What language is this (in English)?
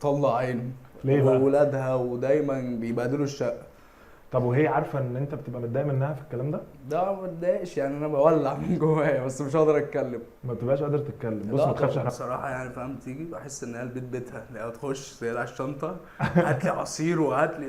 Egyptian Arabic